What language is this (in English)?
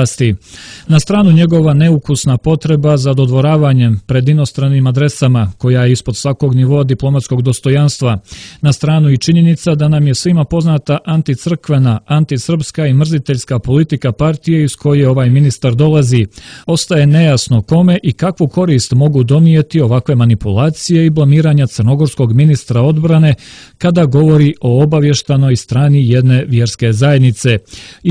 Serbian